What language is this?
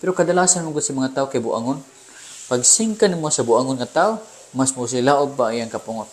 Cebuano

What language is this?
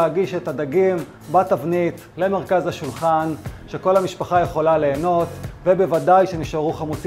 Hebrew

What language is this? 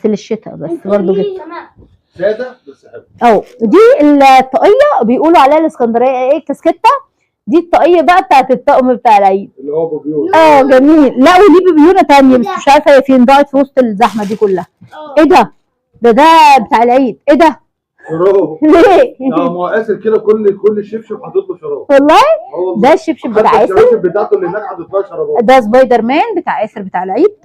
Egyptian Arabic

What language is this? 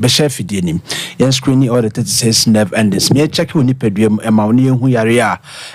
Akan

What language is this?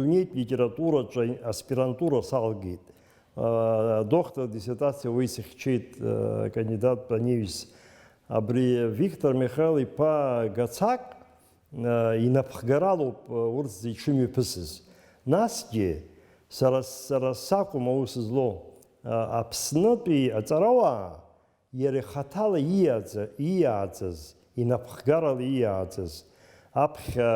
Abkhazian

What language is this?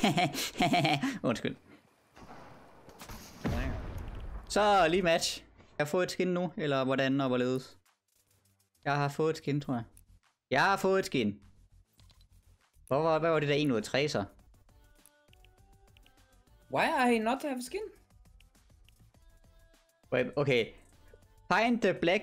Danish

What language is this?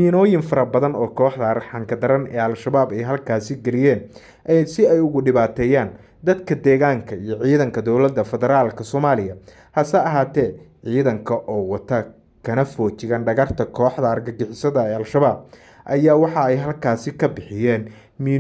Somali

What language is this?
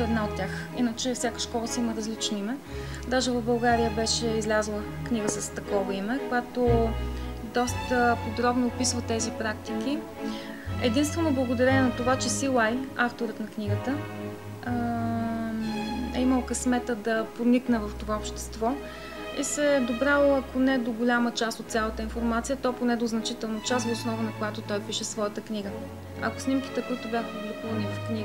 Bulgarian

